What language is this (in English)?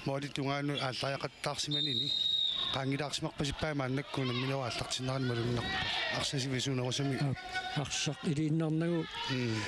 Kalaallisut